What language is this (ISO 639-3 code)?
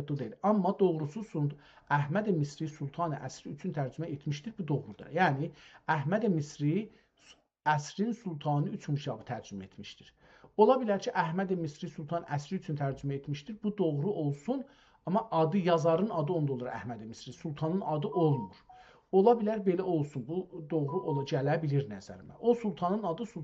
azb